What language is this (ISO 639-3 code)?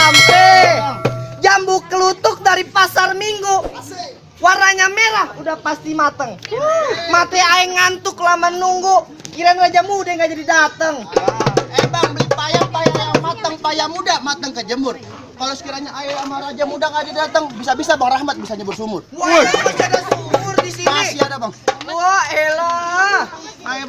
bew